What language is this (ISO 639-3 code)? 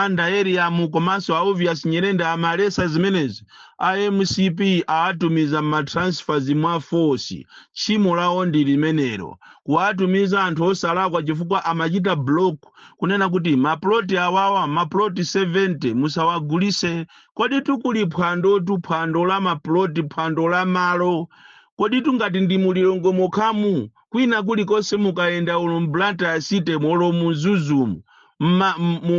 nya